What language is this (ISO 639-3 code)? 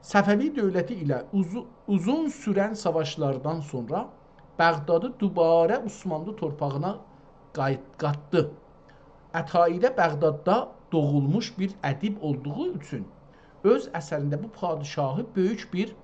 azb